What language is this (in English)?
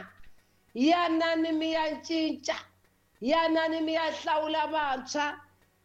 Tsonga